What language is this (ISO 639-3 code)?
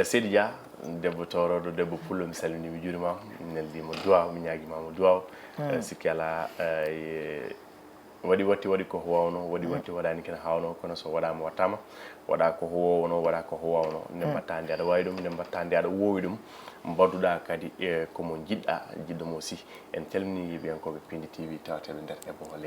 ful